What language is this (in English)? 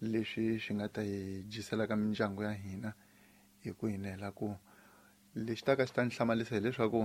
Tsonga